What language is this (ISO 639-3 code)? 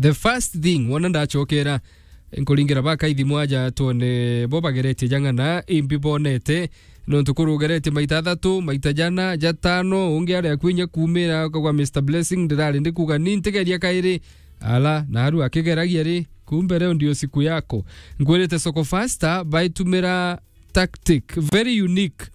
mer